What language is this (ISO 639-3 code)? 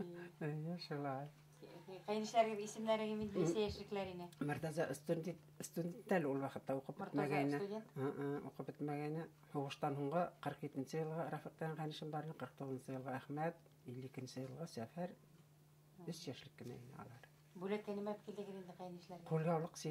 bak